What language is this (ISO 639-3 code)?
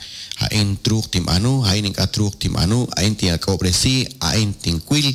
kek